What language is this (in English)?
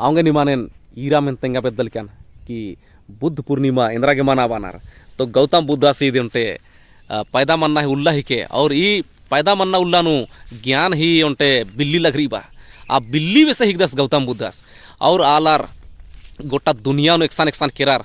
Kurukh